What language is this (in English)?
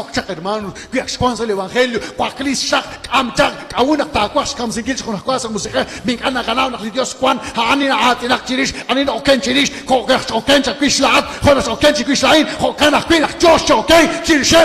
Kekchí